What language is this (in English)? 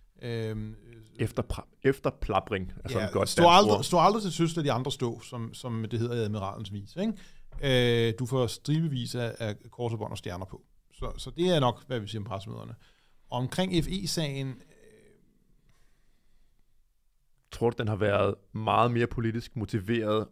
Danish